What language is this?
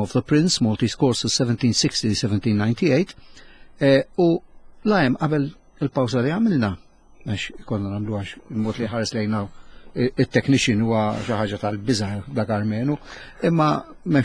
Maltese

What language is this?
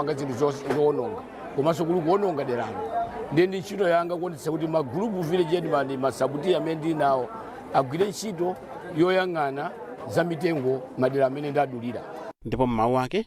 Nyanja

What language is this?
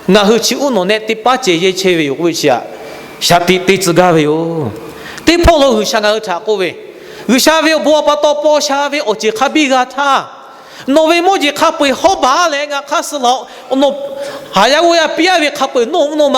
Lahu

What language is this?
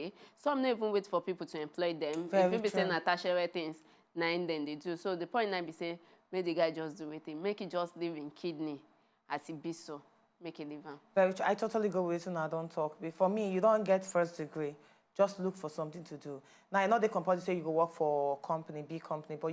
Nigerian Pidgin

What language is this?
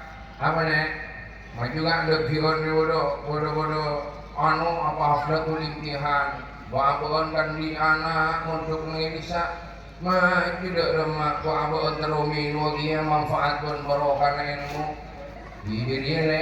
Madurese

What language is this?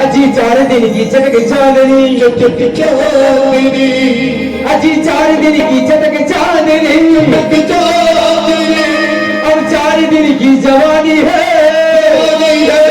Chhattisgarhi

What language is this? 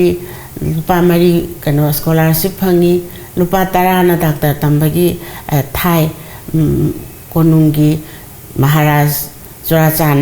Manipuri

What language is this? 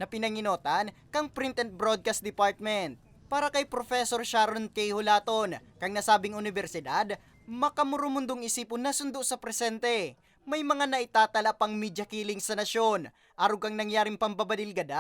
Bikol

